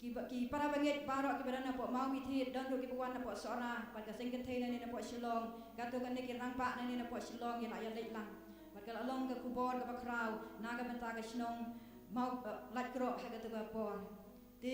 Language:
Khasi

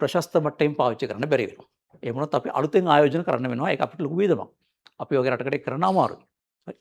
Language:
Sinhala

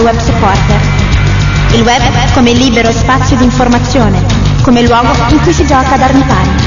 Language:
Italian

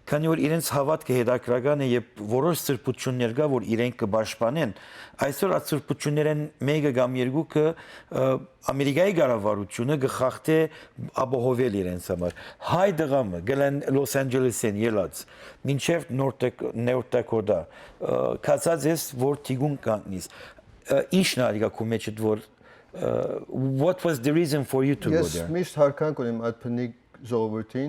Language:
Western Armenian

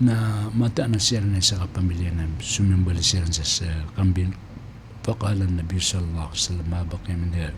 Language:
Maranao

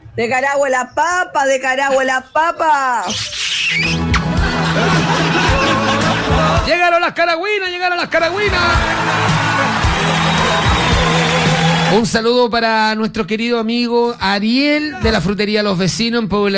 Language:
Spanish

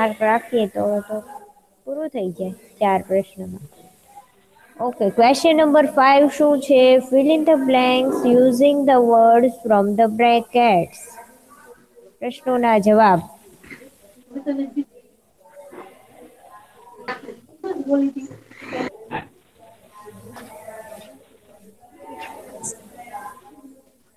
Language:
Gujarati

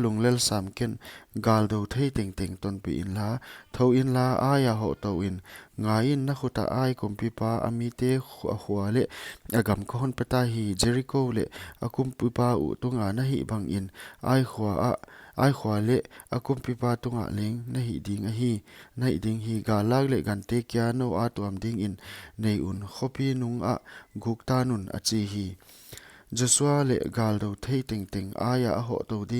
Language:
Paite Chin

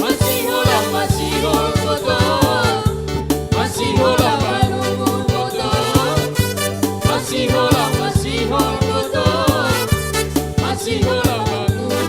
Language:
Batak Simalungun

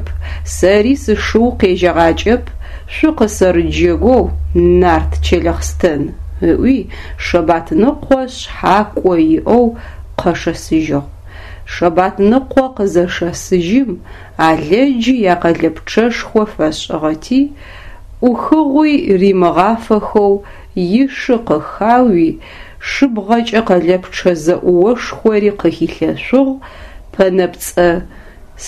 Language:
Adyghe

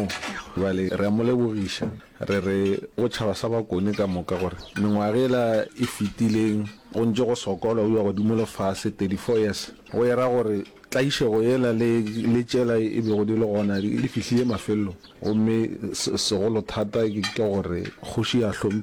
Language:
Northern Sotho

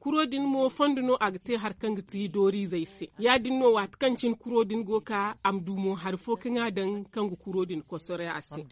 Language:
Zarma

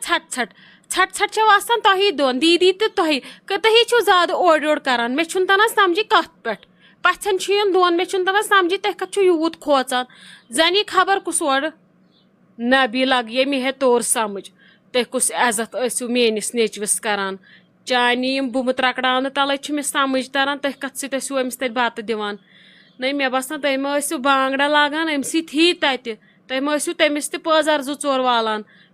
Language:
Kashmiri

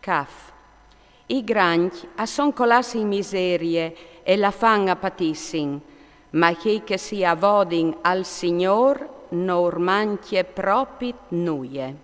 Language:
Friulian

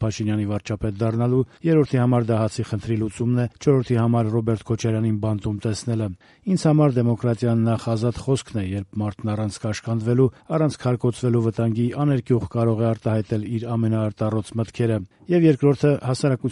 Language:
Armenian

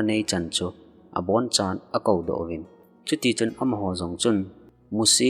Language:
Thado Chin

